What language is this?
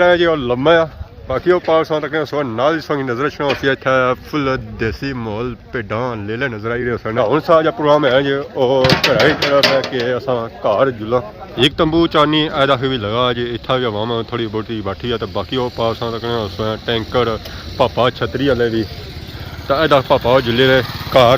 Pahari-Potwari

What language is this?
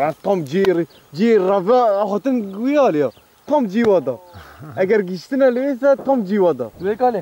Kurdish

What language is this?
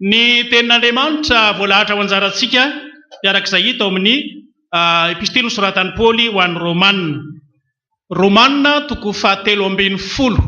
Malagasy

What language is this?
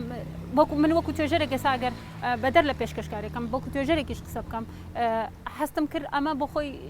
Central Kurdish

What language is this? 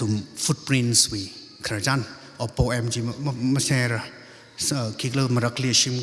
Tangkhul Naga (India)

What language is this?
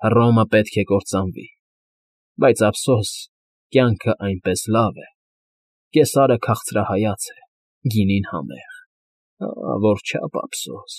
Armenian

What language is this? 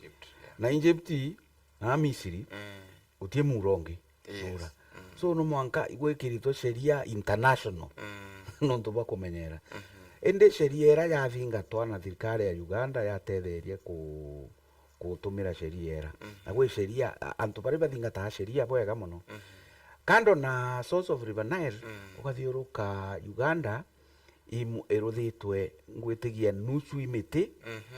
Meru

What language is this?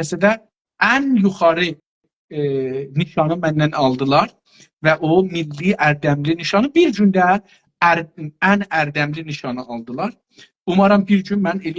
South Azerbaijani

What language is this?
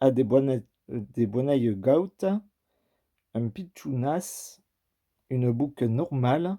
Occitan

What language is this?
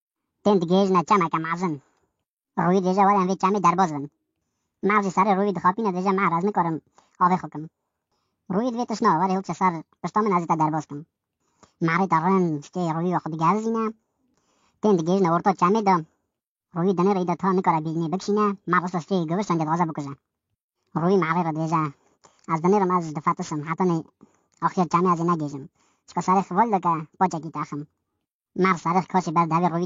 Kurdish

